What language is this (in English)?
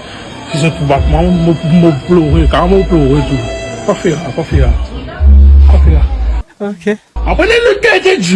Morisyen